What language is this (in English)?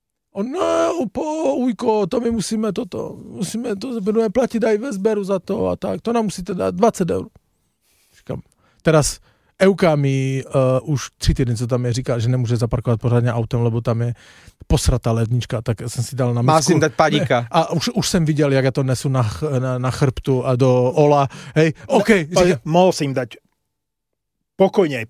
Slovak